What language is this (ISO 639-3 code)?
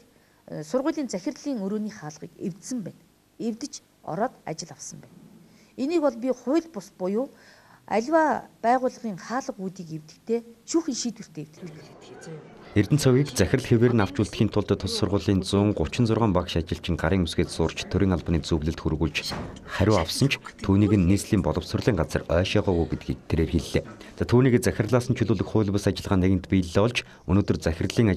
mon